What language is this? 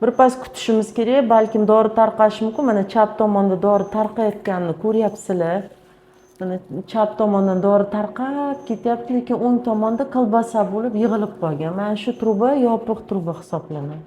Uzbek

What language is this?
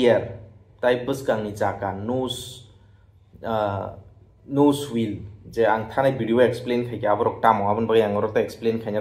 Kok Borok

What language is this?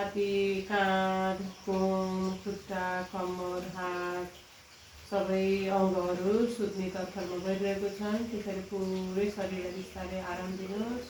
Nepali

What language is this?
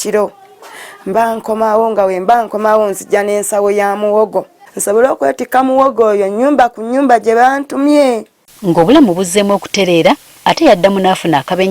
Ganda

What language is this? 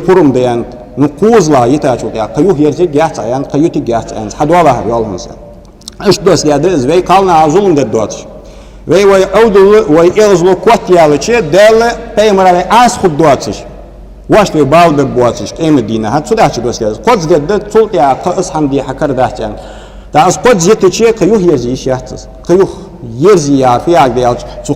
Ingush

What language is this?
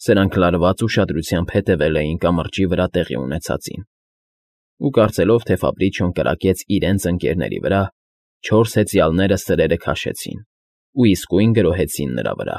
Armenian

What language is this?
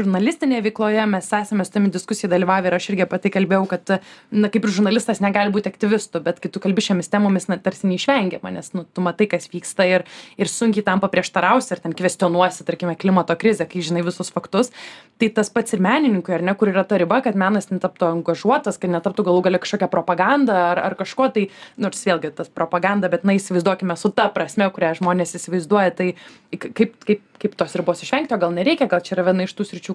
Lithuanian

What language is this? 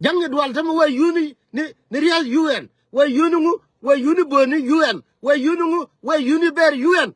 Nuer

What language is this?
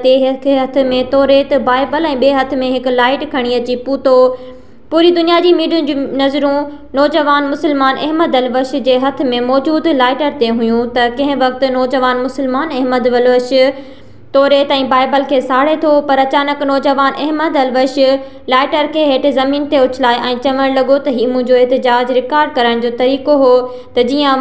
Sindhi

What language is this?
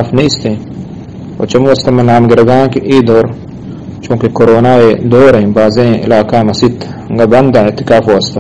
Eastern Balochi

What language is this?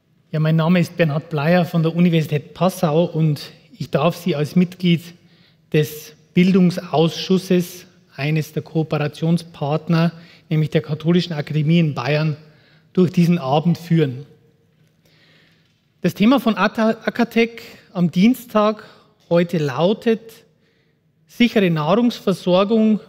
German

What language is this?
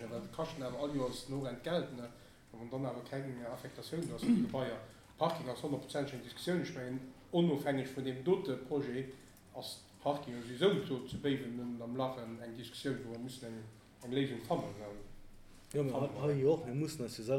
Luxembourgish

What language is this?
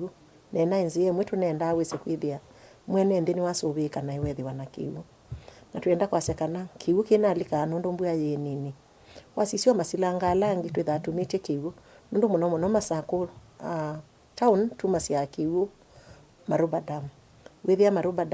Kamba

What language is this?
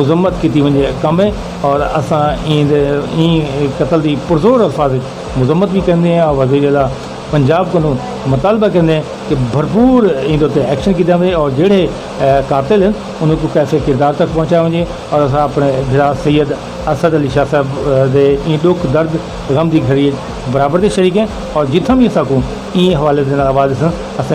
Saraiki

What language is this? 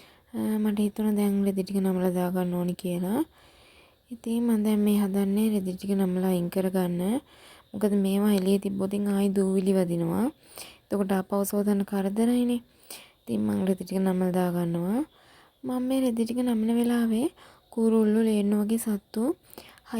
Sinhala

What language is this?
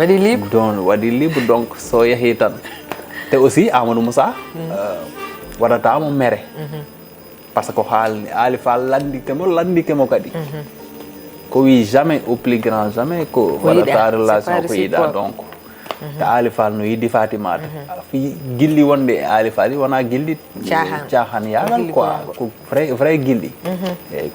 Fula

